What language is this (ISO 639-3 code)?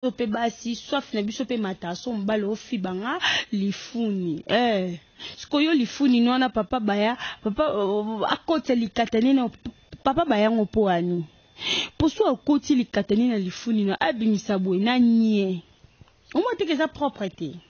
lin